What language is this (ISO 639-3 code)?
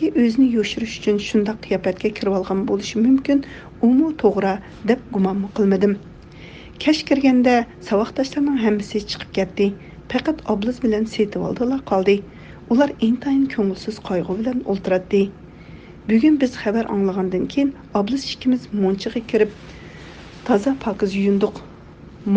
uig